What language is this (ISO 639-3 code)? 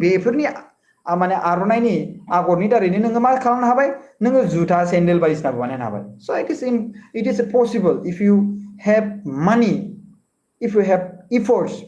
brx